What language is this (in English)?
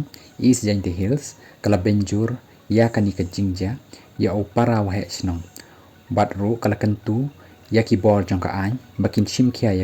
Khasi